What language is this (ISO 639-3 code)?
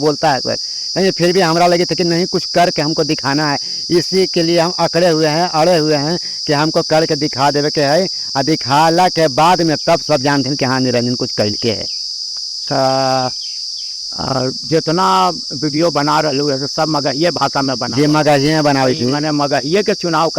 mag